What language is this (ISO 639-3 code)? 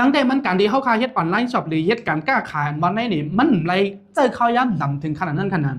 shn